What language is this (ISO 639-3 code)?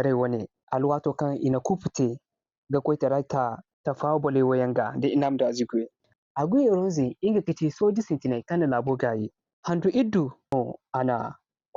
dje